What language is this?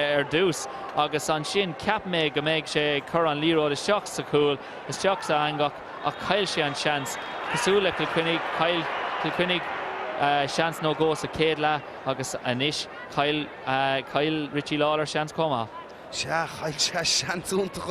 Irish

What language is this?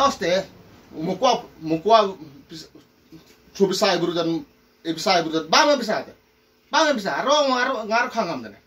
Khasi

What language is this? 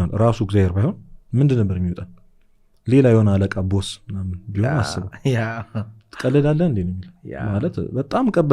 Amharic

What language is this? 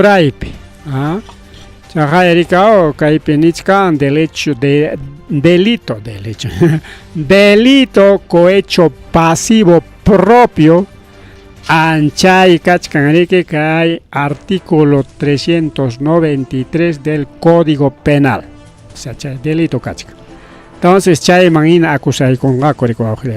Ayacucho Quechua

